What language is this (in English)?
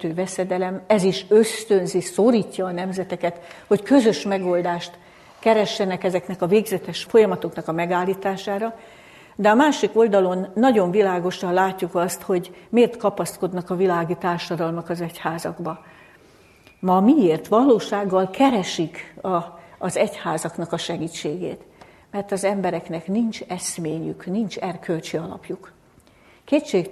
Hungarian